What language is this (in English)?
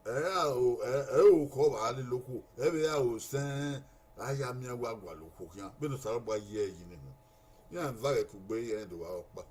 Bini